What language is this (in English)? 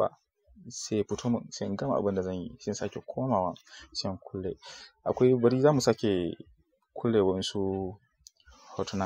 Hausa